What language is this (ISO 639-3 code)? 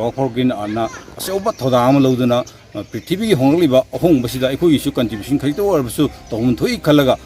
mni